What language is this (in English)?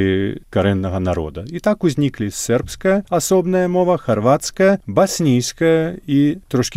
Belarusian